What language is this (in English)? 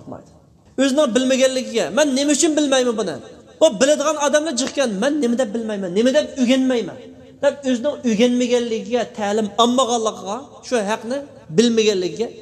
Uyghur